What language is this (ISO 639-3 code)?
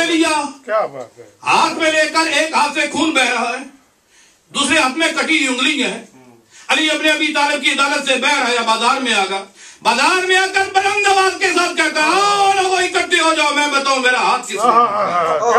urd